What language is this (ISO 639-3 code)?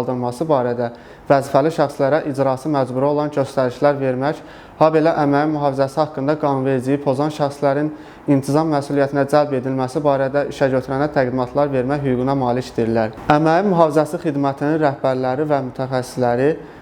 aze